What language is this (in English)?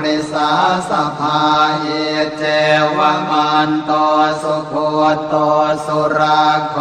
Pali